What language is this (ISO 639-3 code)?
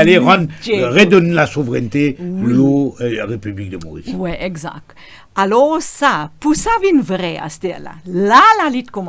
mfe